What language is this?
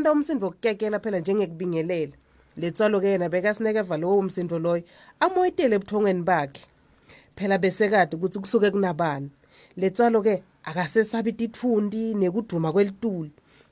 Swati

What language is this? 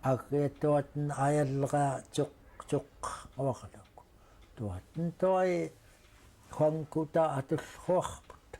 Central Yupik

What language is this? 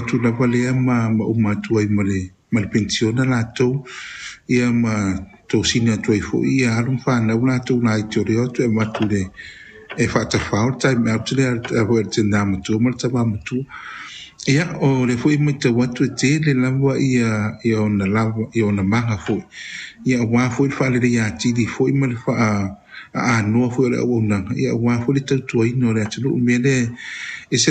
Samoan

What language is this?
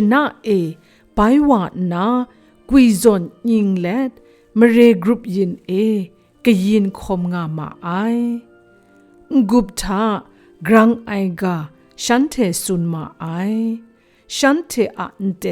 Kachin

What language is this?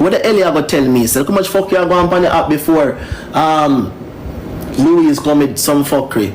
Jamaican Creole English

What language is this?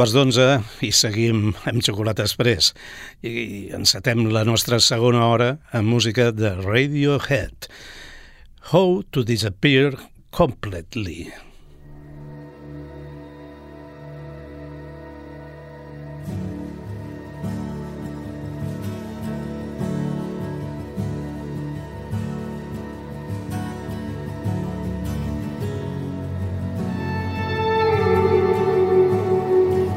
Catalan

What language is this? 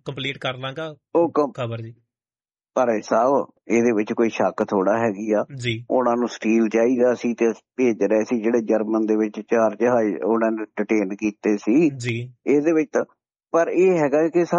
Punjabi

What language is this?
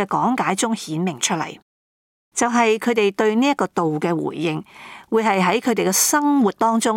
Cantonese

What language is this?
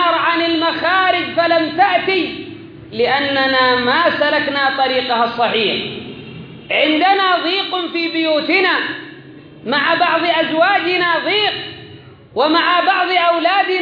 Arabic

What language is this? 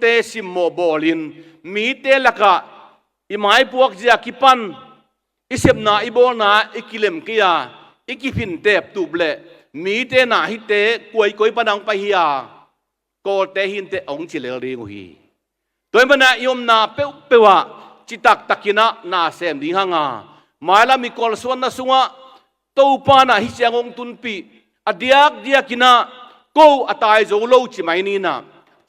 Tedim Chin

